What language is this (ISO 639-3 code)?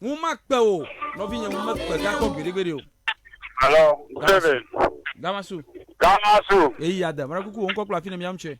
ewe